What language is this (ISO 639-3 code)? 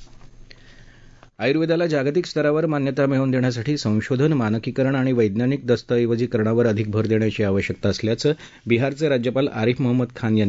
mar